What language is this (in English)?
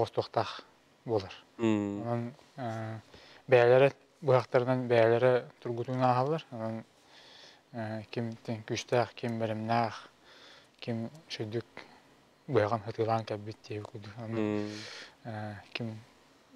Yakut